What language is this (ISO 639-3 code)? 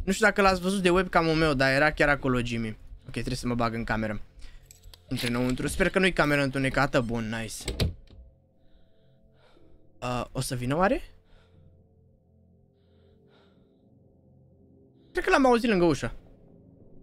ron